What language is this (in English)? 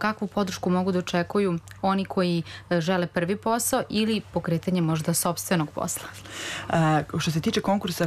Serbian